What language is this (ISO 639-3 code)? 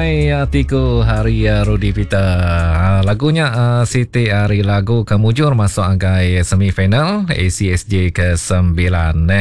iba